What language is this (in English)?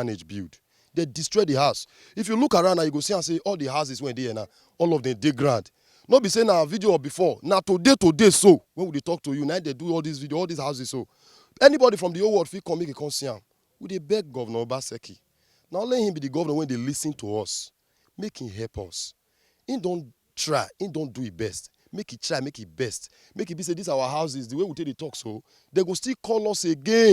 Nigerian Pidgin